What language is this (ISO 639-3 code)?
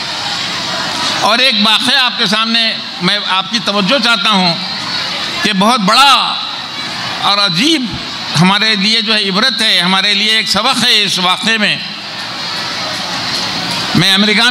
urd